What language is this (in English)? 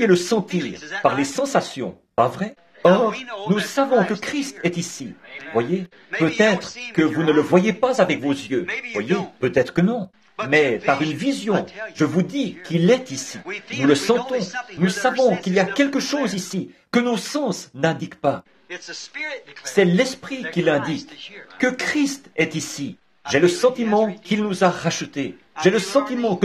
French